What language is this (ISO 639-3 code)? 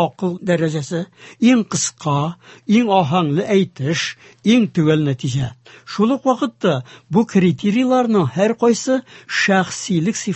tat